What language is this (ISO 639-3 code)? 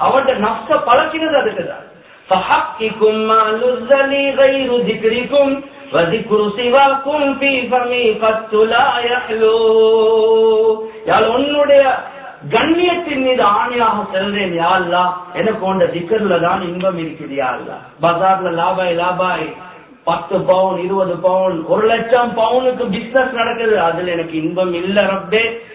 tam